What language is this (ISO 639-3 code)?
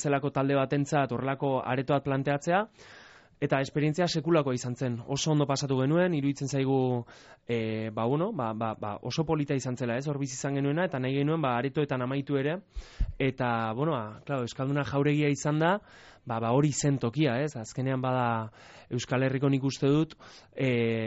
eus